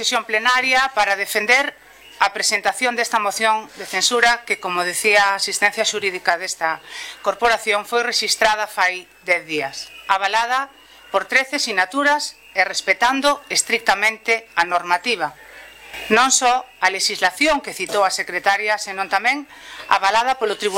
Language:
Galician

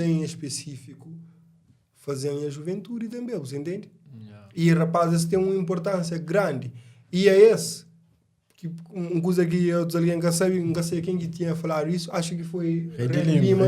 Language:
Kabuverdianu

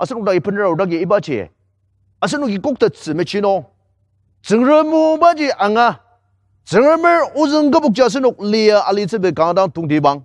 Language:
Ao Naga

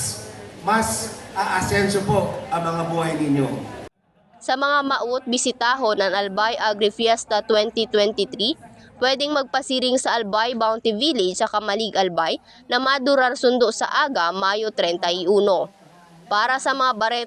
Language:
Bikol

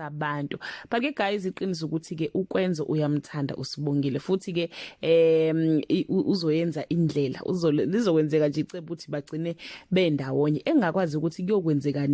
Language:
Zulu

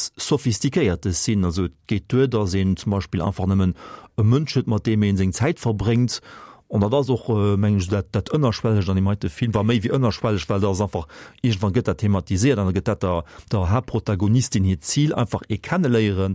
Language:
Luxembourgish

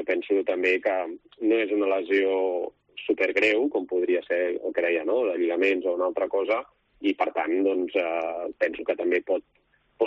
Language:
Catalan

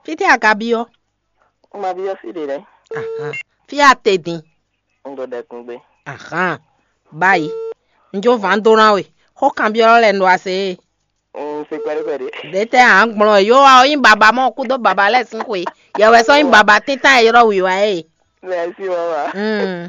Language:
Fon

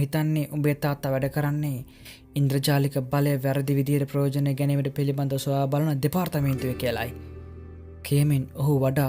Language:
Sinhala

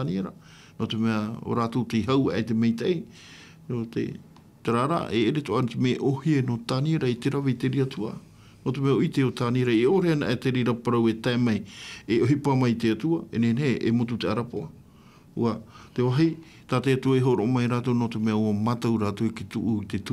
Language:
Tahitian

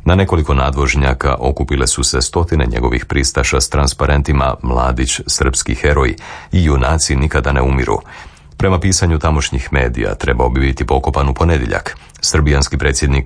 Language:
Croatian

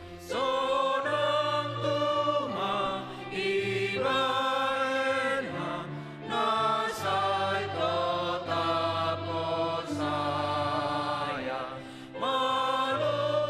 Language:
Batak Simalungun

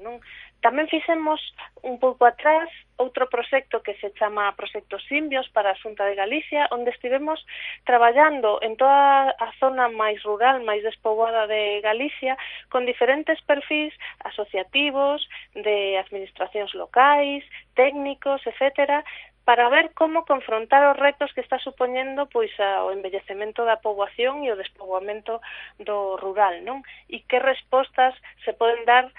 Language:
Galician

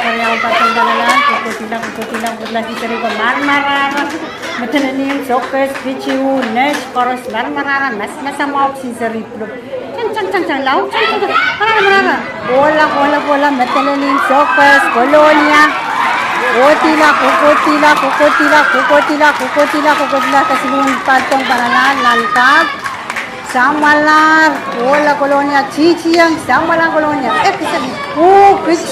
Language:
Pohnpeian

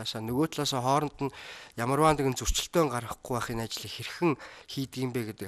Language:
Mongolian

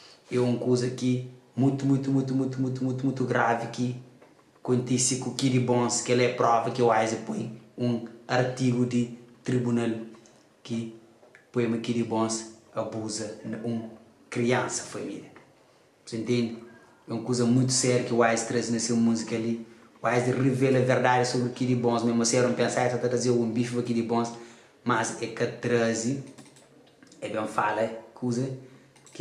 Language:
Kabuverdianu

